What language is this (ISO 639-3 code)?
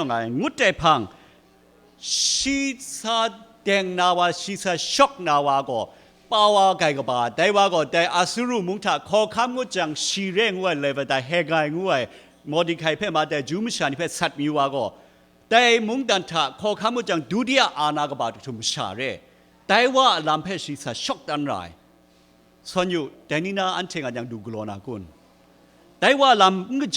kac